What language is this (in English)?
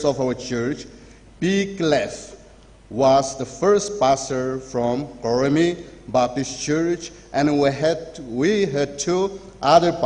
Tangkhul Naga (India)